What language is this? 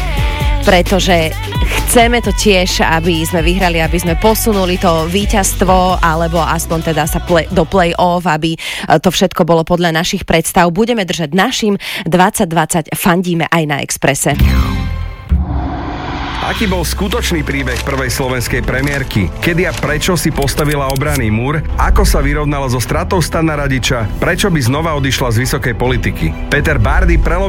Slovak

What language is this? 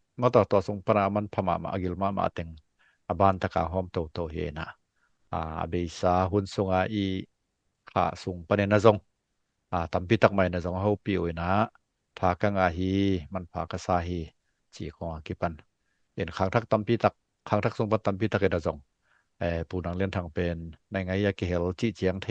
Tedim Chin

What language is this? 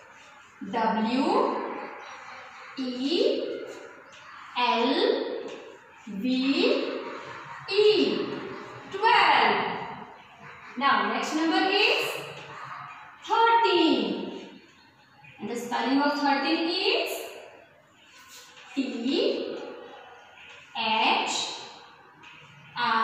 English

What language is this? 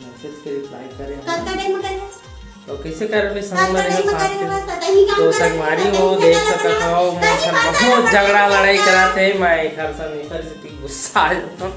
Chhattisgarhi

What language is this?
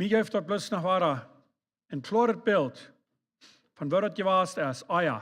Plautdietsch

